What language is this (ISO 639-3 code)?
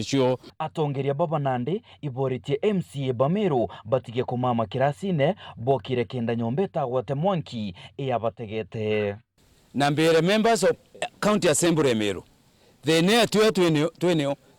mer